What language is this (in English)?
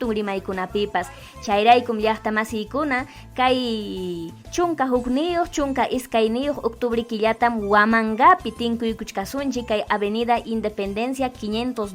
Ayacucho Quechua